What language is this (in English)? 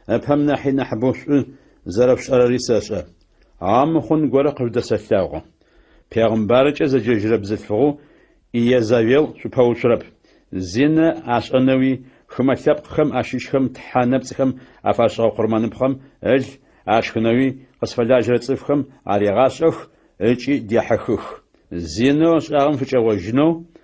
Adyghe